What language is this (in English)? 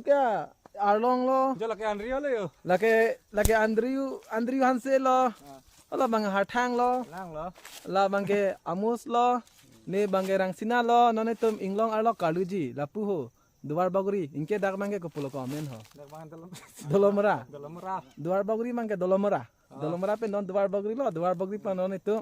Karbi